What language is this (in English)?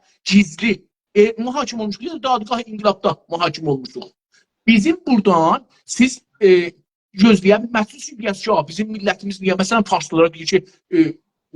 South Azerbaijani